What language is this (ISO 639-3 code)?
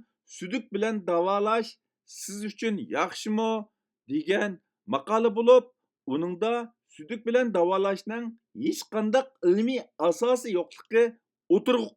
uig